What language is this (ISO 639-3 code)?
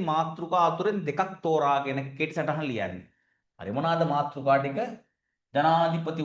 sin